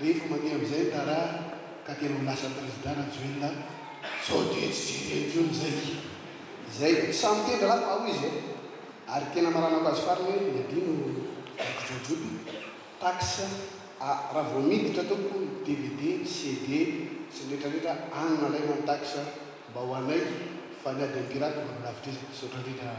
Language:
Malagasy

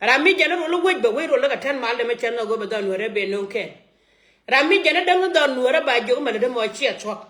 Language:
Nuer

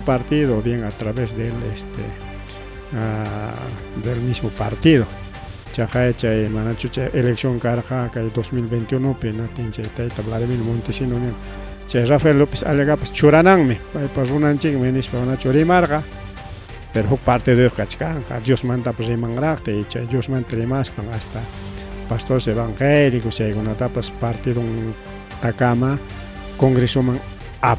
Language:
Ayacucho Quechua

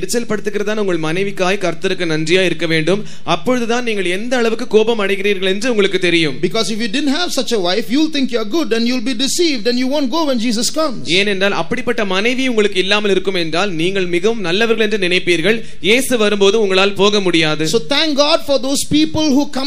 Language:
Tamil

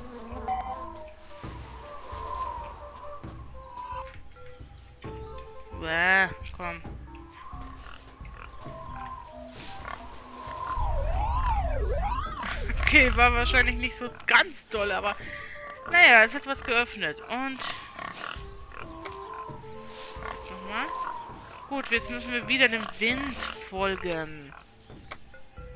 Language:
German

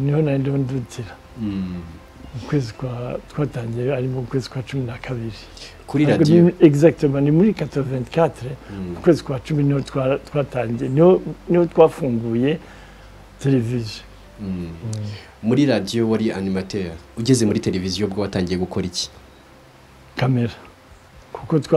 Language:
Kinyarwanda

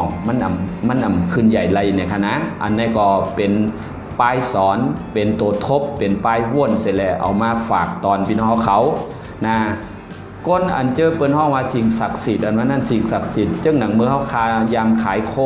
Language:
Shan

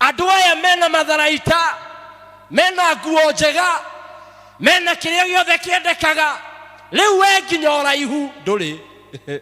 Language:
Kikuyu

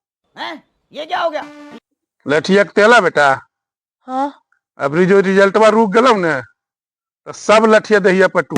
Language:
Magahi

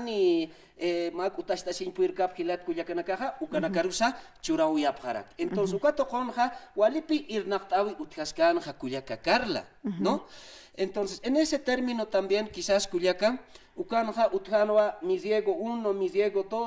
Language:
Aymara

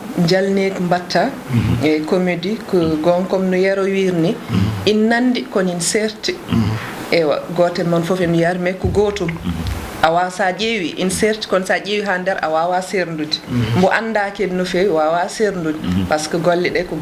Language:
Fula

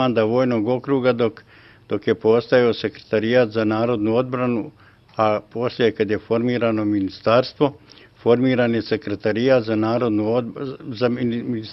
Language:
Serbian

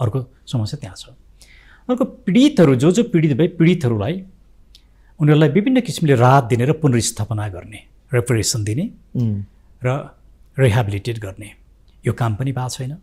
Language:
Nepali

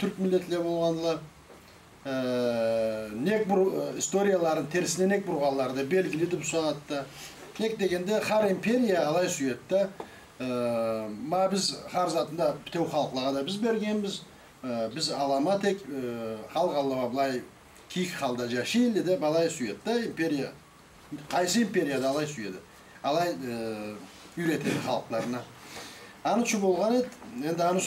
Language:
Karachay-Balkar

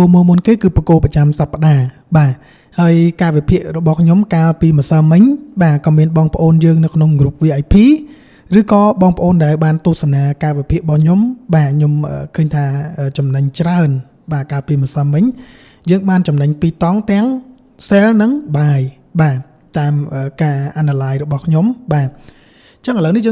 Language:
Khmer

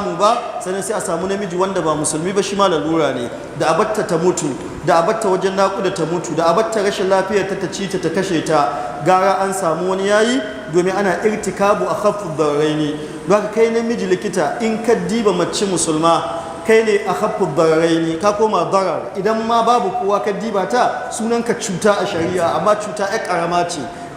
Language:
Hausa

